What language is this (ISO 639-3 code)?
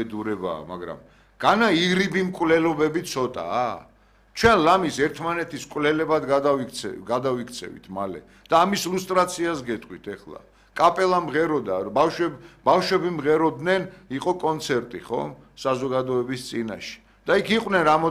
kat